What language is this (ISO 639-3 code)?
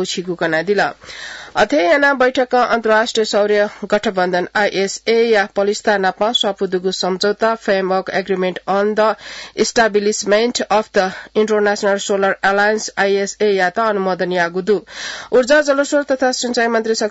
new